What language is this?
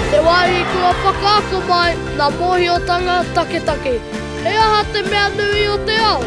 Māori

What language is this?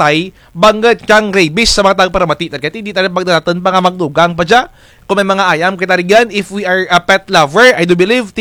Kinaray-a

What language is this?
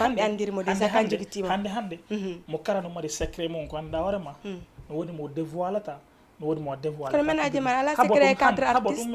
Fula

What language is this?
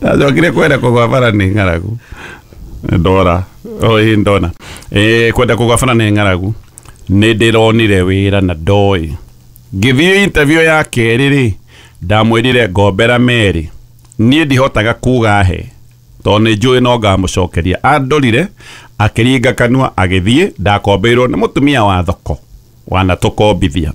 Kikuyu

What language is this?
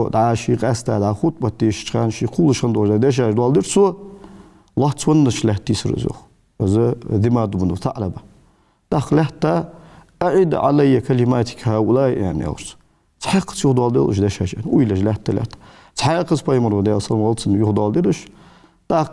Ingush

